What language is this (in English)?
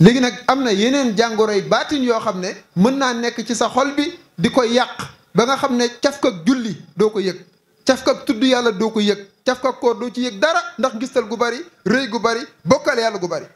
Wolof